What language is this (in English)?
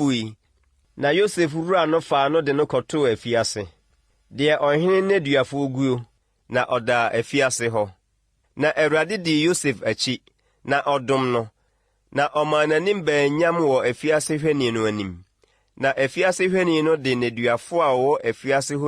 Akan